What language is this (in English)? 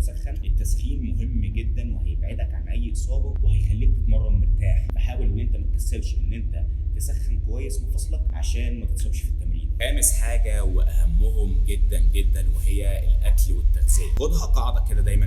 Egyptian Arabic